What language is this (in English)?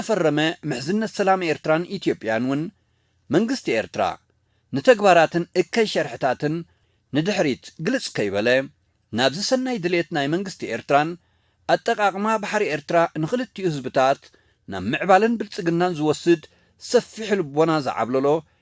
Tigrinya